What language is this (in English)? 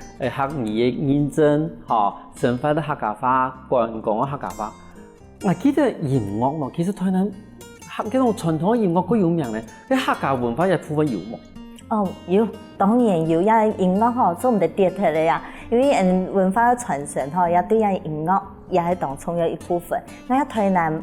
Hakka Chinese